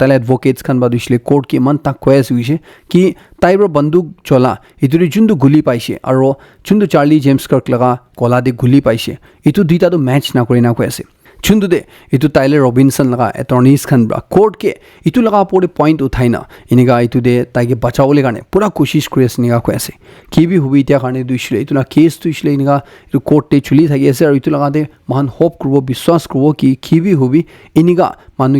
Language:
Naga Pidgin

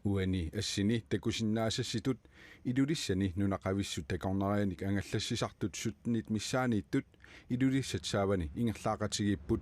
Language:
Kalaallisut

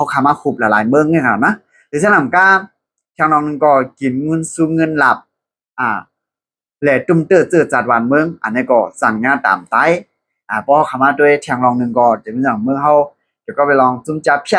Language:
Shan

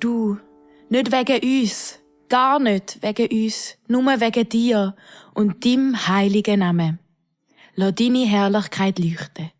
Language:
Swiss German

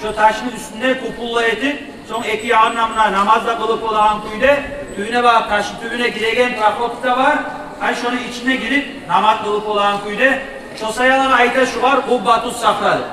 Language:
Kumyk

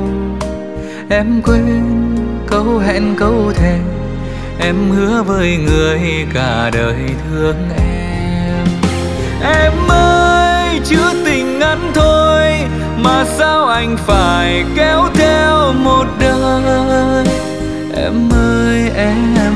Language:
Vietnamese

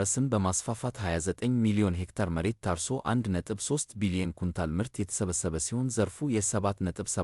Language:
Amharic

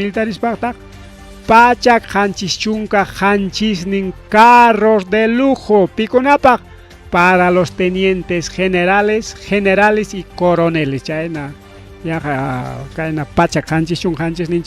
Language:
Ayacucho Quechua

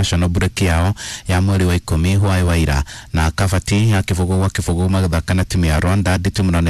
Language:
Kikuyu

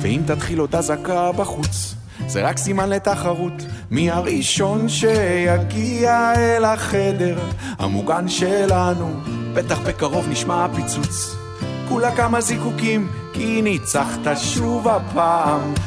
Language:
Hebrew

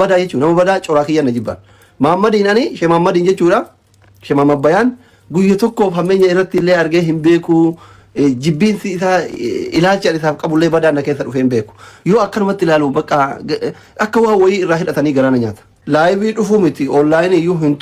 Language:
Oromo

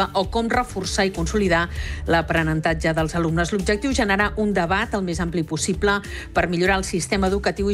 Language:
Catalan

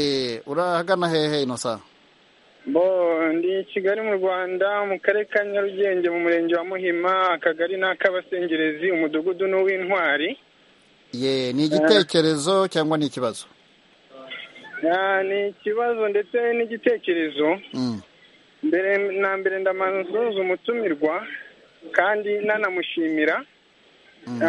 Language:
Kinyarwanda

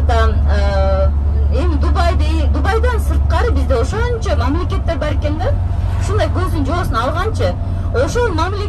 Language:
Kyrgyz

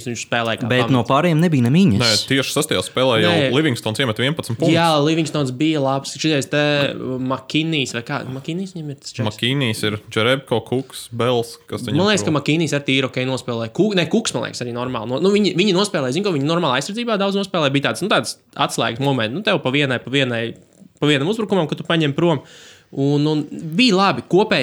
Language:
Latvian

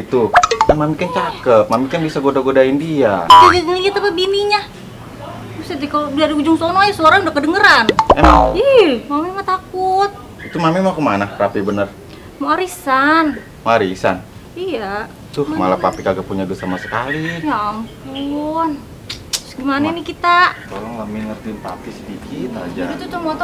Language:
Betawi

